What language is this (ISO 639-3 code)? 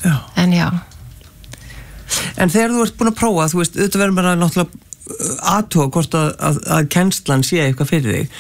isl